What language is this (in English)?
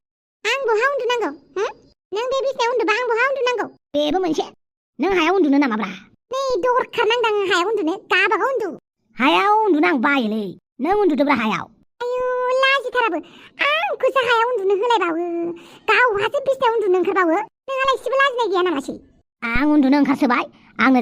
Bodo